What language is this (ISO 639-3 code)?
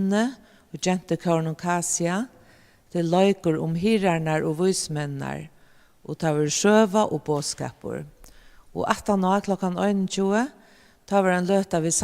fao